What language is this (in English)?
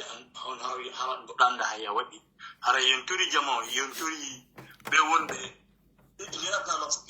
Pular